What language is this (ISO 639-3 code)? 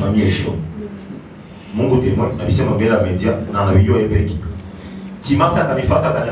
swa